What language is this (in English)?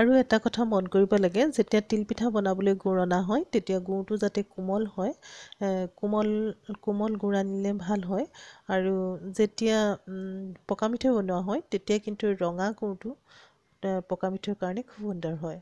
Assamese